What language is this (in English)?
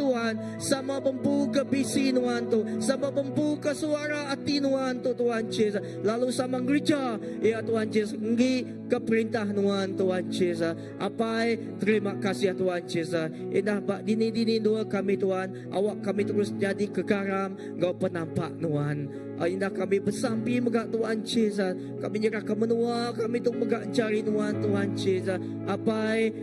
Iban